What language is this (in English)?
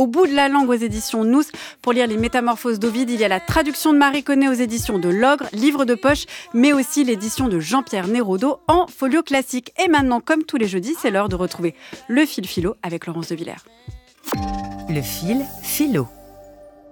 French